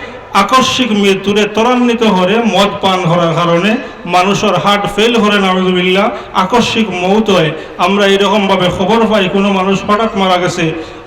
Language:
Sylheti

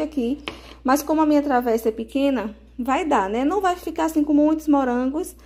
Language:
Portuguese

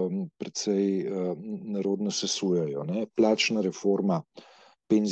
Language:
Slovenian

